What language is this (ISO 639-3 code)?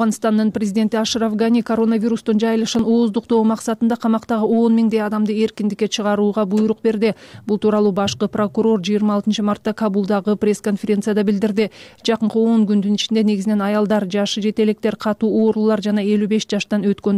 kir